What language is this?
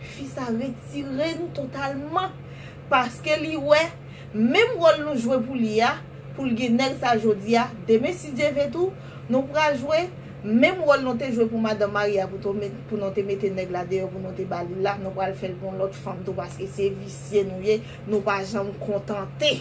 Haitian Creole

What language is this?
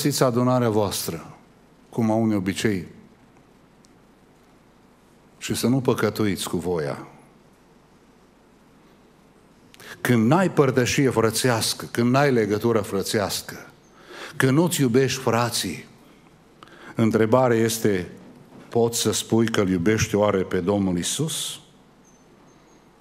Romanian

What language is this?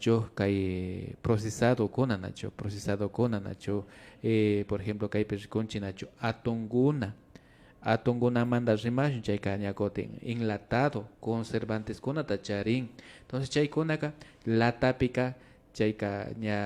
Imbabura Highland Quichua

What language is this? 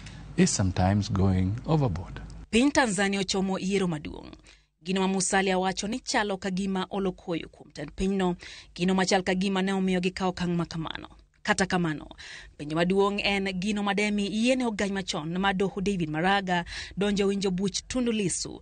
Luo (Kenya and Tanzania)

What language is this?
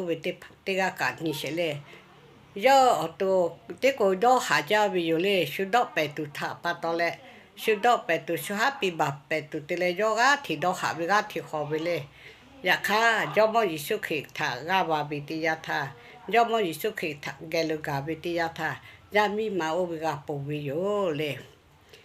Lahu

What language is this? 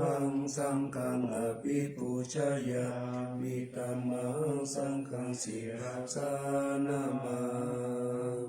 Pali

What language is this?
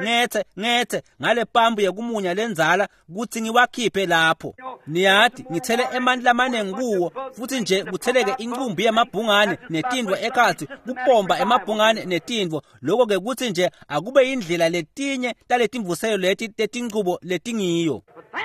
Swati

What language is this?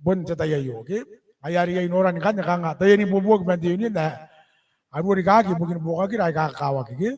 Gilbertese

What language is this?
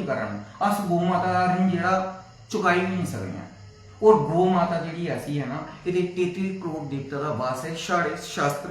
Dogri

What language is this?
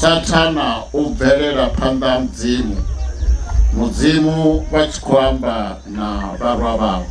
Venda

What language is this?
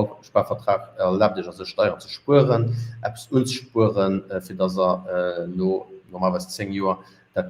Luxembourgish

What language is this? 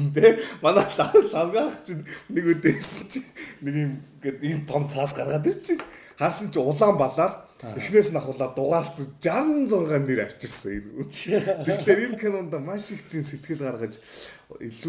Mongolian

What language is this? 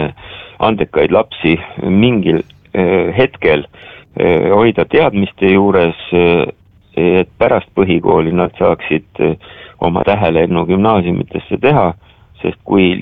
Estonian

